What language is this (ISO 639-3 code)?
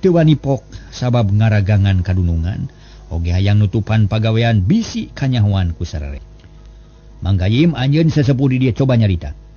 sun